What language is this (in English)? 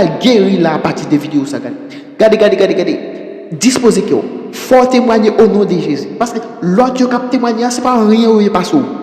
Haitian Creole